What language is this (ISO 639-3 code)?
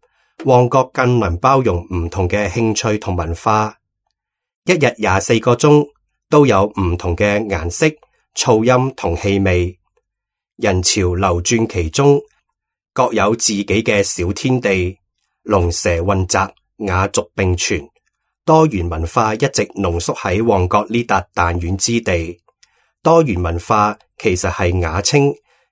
yue